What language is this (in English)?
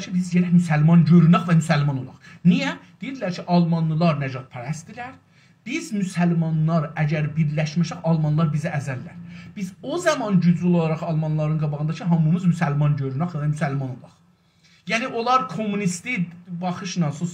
South Azerbaijani